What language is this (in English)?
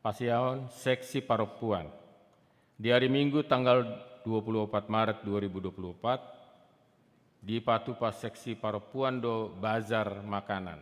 Batak Toba